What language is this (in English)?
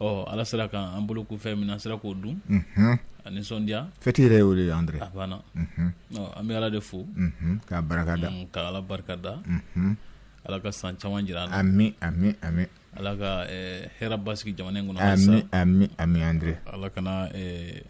Bambara